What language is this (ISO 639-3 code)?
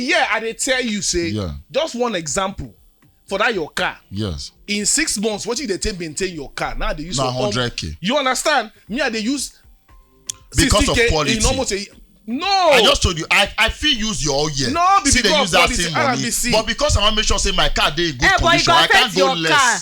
pcm